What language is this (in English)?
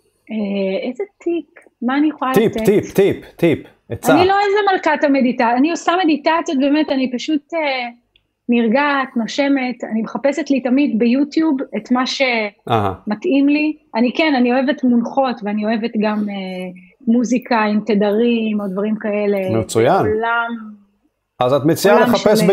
Hebrew